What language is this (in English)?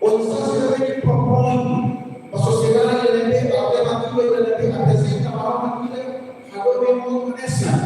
Tetum